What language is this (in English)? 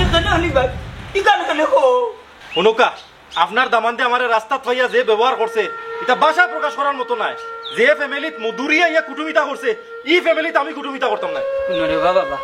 Sylheti